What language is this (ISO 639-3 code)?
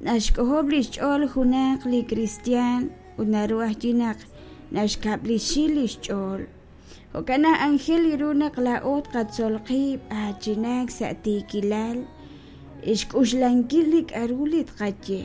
kek